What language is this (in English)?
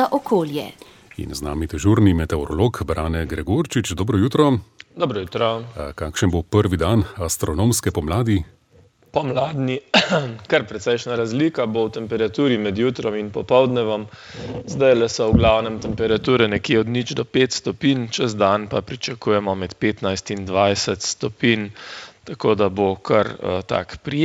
Slovenian